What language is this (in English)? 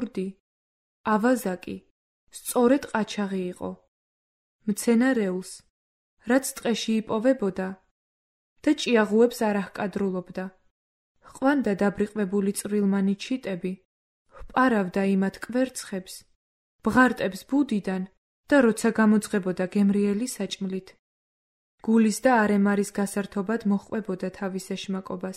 Georgian